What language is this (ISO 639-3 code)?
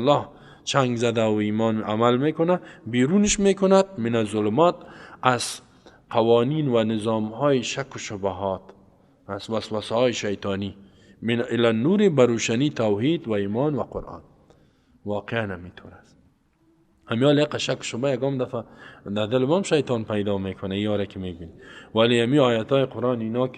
fas